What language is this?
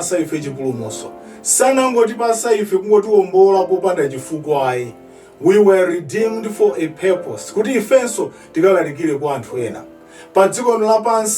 Nyanja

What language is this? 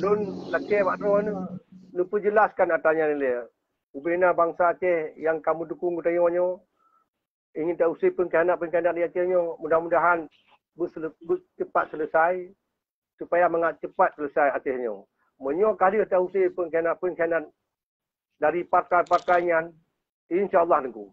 Achinese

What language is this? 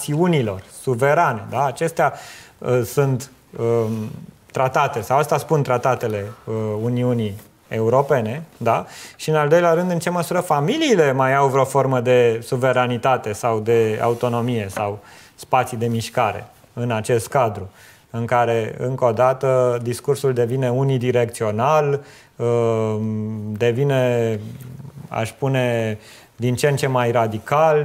Romanian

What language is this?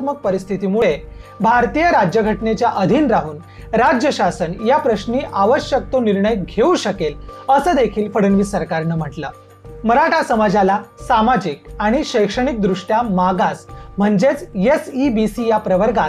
Marathi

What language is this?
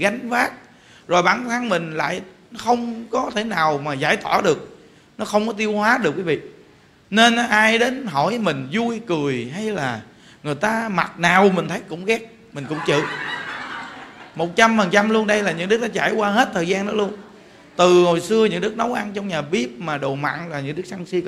Vietnamese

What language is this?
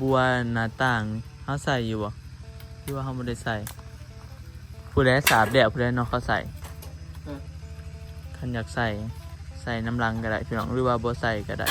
Northeastern Thai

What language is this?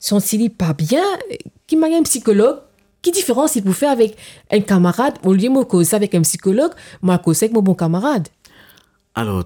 Morisyen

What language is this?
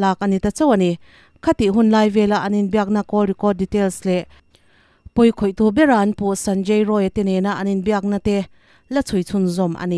Mizo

